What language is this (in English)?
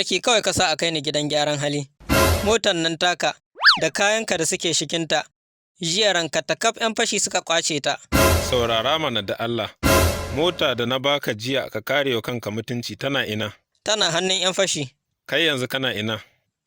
Hausa